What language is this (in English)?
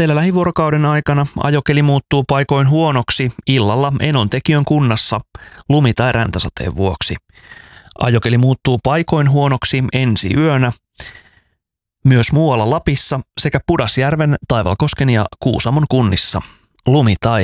Finnish